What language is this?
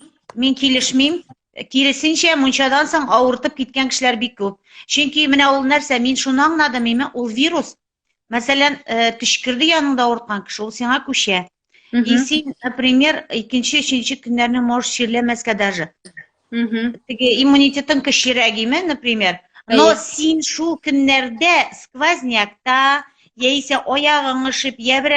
Tatar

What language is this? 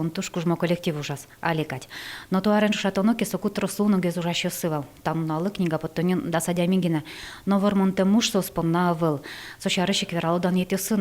Udmurt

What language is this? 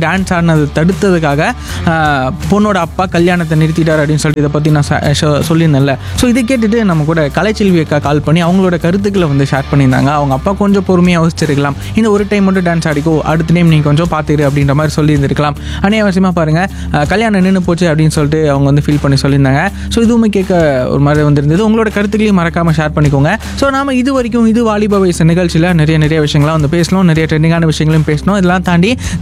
Tamil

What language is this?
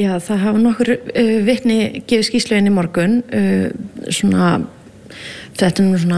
Icelandic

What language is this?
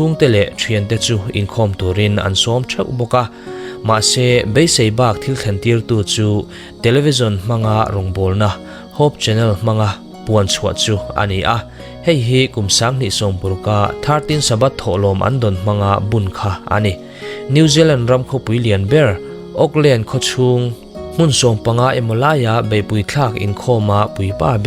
Mizo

